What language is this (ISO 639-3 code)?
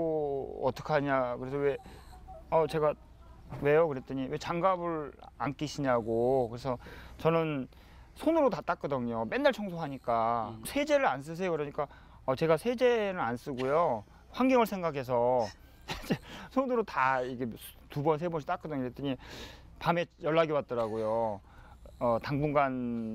kor